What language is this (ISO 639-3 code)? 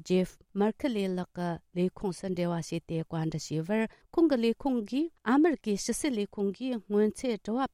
bod